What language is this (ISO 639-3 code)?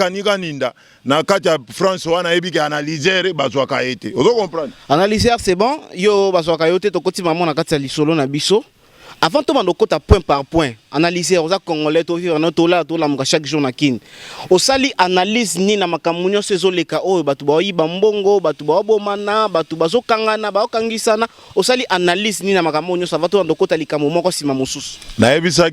lin